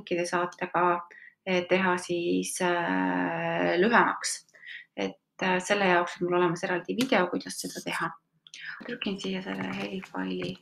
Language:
Estonian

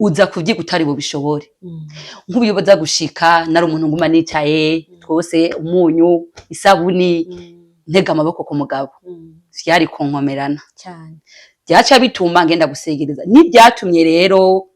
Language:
Rundi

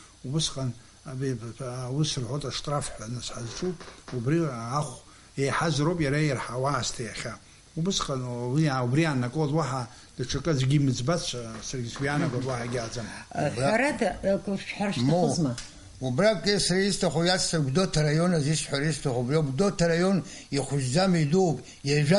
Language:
Abkhazian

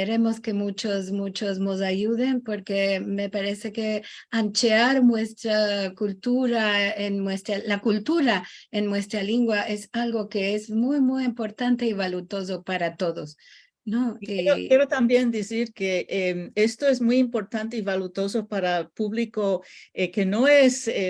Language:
Ladino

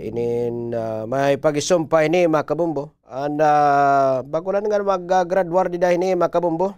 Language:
Waray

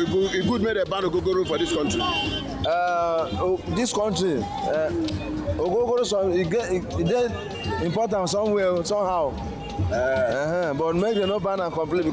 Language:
Nigerian Pidgin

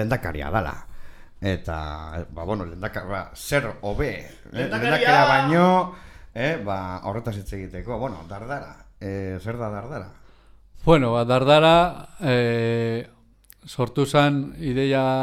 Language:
Basque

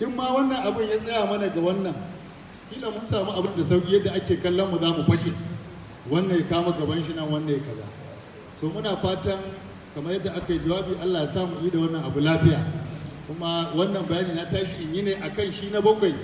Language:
Hausa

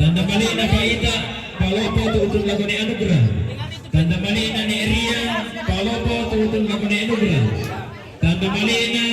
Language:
Toraja-Sa'dan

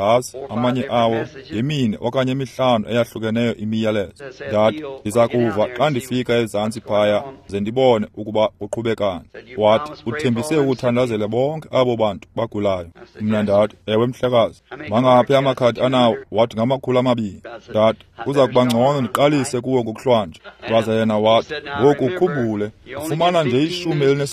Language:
Xhosa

